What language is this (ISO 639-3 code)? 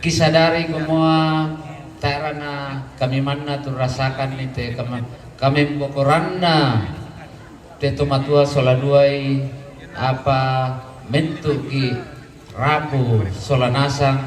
sda